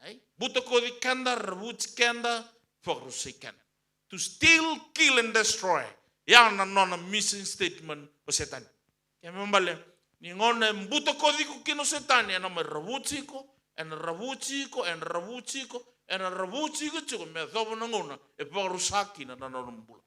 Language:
Fijian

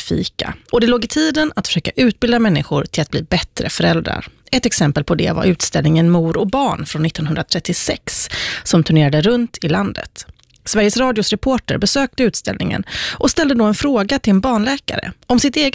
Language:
Swedish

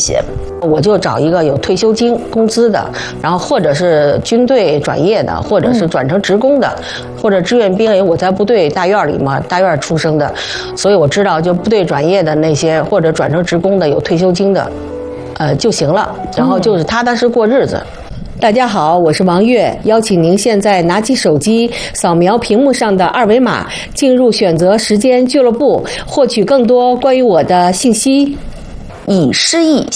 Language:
Chinese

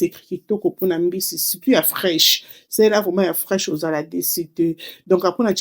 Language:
Lingala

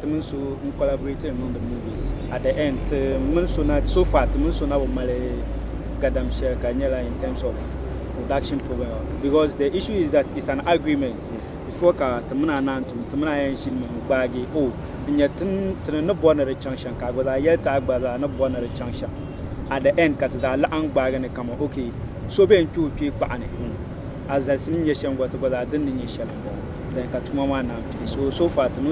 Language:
Dagbani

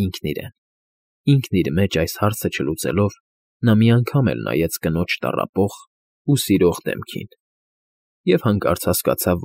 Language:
Armenian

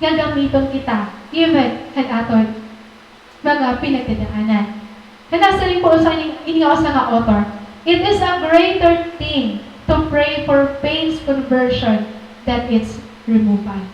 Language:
Waray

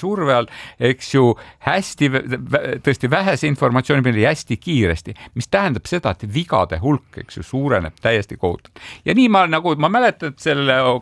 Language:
Estonian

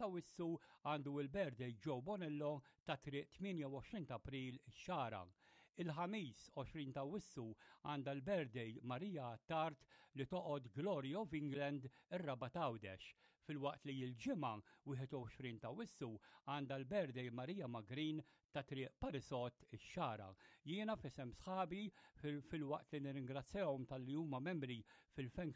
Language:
Maltese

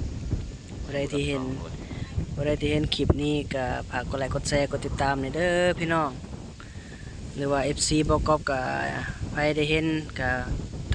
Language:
Lao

